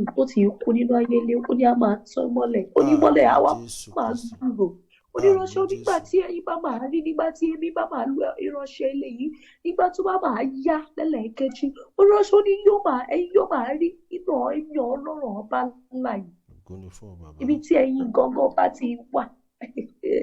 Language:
Yoruba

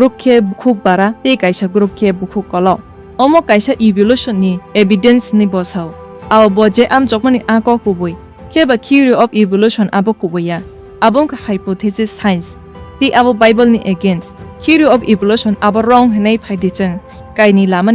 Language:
Kok Borok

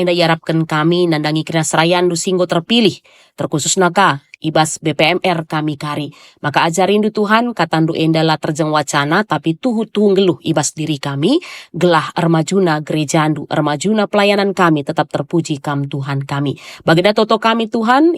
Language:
Batak Karo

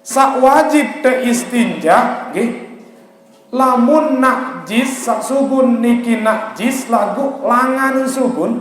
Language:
Sasak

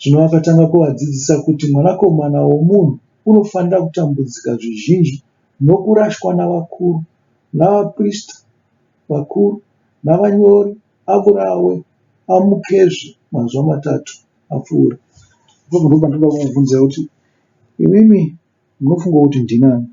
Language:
Shona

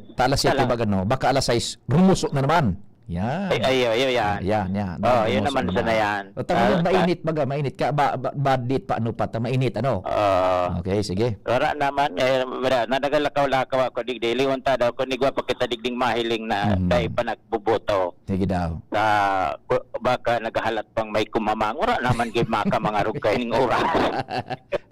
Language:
Bikol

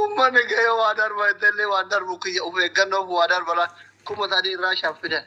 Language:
Oromo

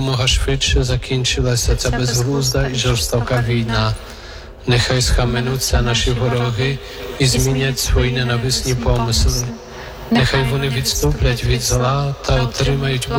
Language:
Ukrainian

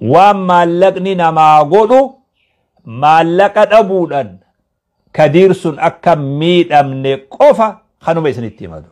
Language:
Oromo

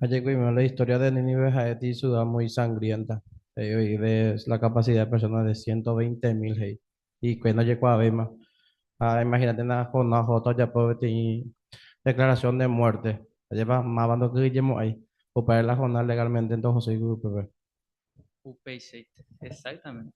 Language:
Guarani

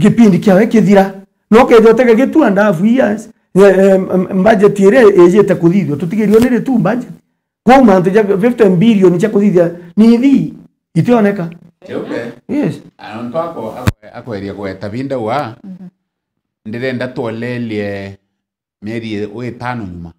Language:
Meru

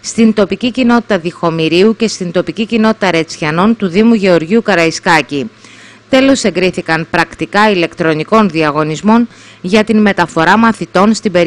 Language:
Greek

